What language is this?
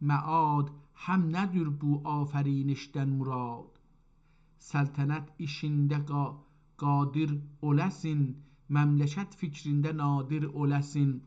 South Azerbaijani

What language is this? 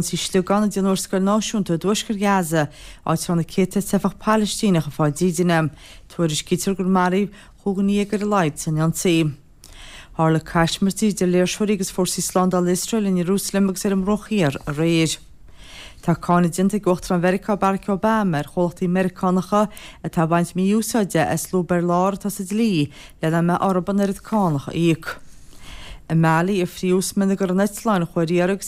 Irish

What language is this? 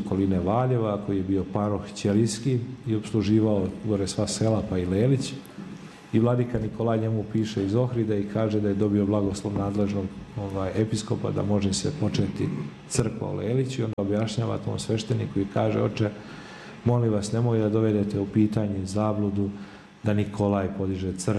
Serbian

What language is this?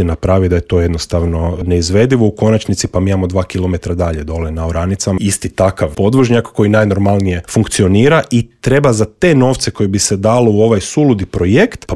Croatian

